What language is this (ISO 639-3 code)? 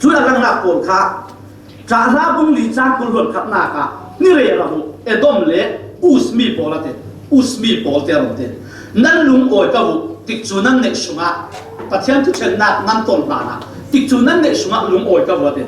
cfm